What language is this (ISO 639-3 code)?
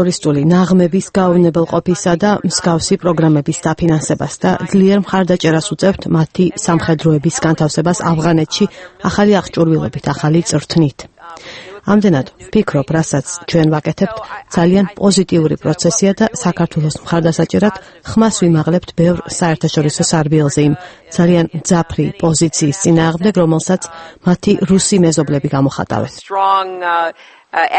kat